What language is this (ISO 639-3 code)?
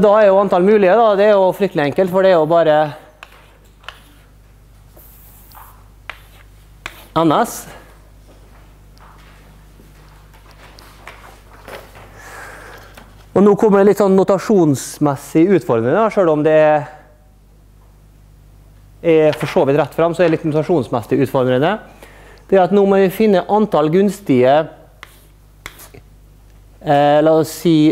nor